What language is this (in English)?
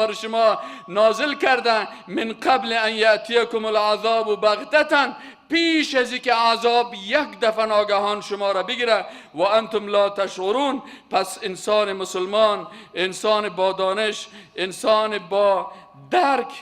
Persian